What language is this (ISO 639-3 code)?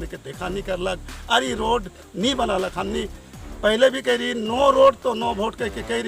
sck